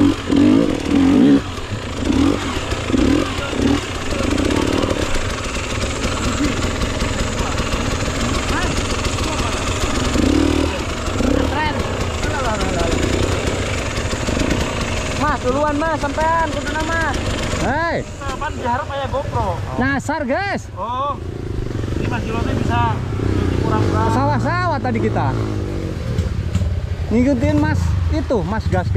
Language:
Indonesian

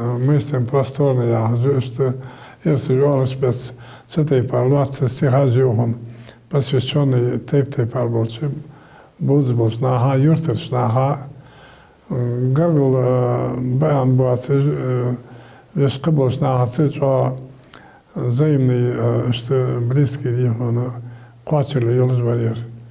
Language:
Ingush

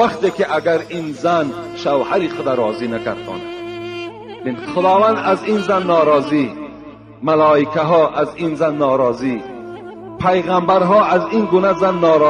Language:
Tajik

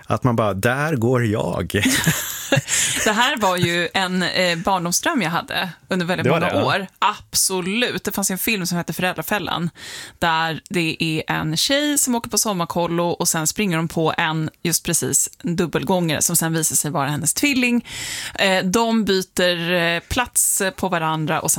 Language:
Swedish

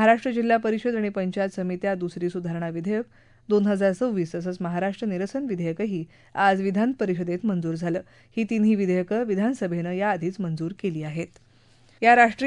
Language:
Marathi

